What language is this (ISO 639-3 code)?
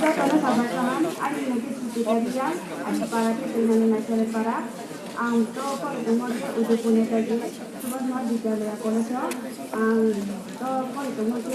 ria